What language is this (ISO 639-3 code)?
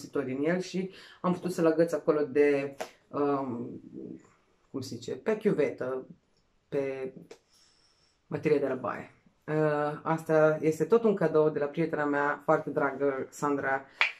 ron